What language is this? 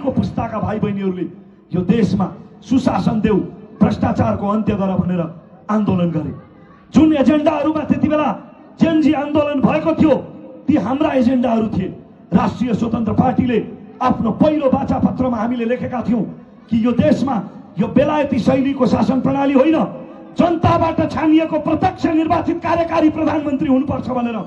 Nepali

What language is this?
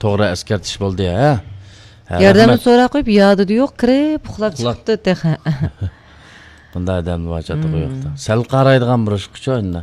Uyghur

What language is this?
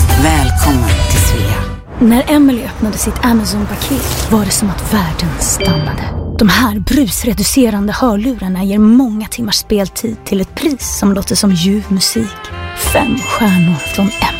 Swedish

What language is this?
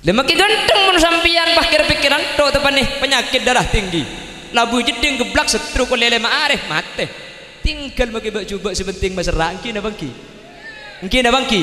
Madurese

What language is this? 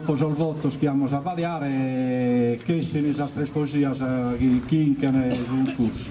Sardinian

